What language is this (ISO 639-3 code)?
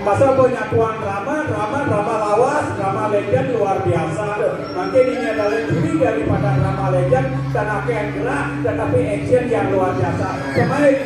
ban